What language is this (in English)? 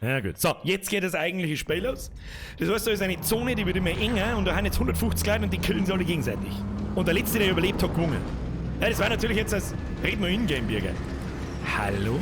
Bavarian